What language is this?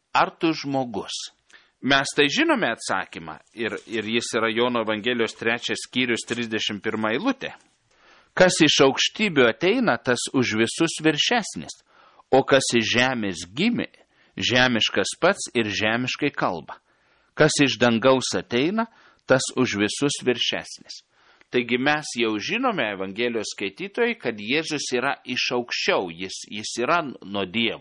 Lithuanian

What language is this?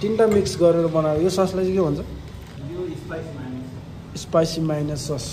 Nepali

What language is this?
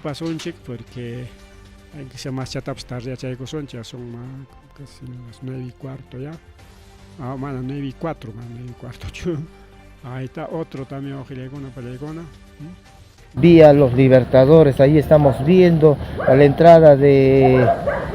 Ayacucho Quechua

